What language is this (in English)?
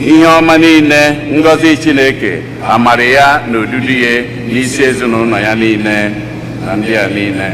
Igbo